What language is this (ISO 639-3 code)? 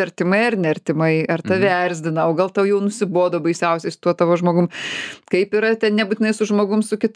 lit